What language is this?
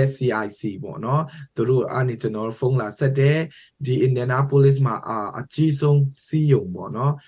Burmese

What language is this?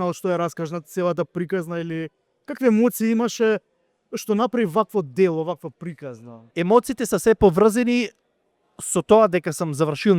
Macedonian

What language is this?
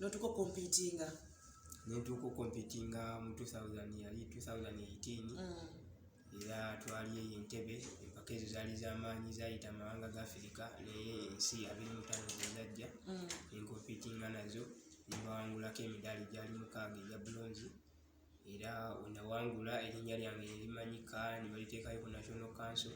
Ganda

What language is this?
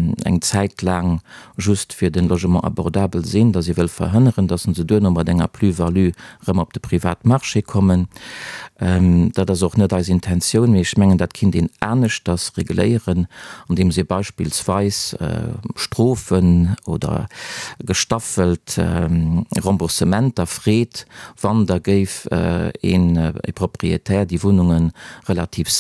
Luxembourgish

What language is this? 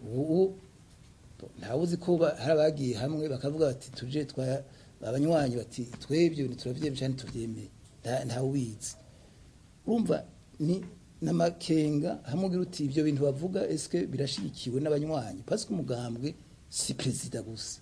Rundi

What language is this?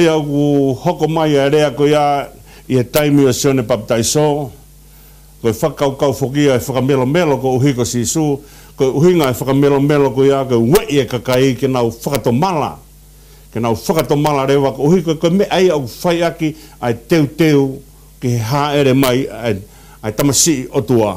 Tongan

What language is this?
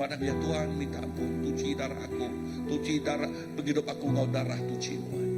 Iban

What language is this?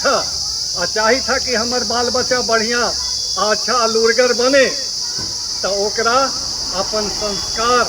Magahi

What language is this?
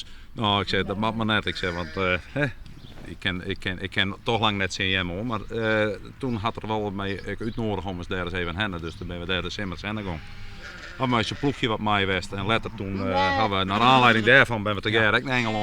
Western Frisian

